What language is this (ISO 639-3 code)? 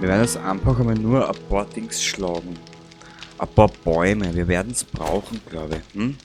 bar